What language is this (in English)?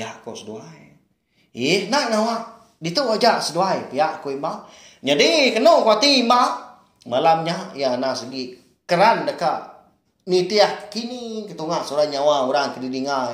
Iban